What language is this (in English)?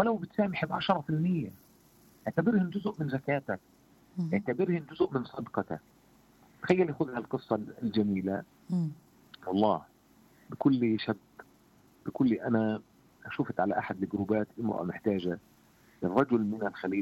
South Levantine Arabic